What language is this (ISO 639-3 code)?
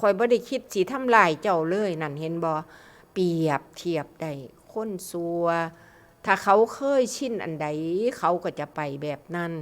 tts